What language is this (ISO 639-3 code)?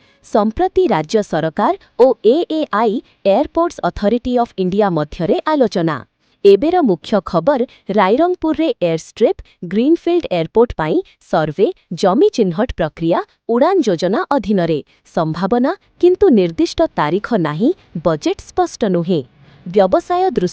ori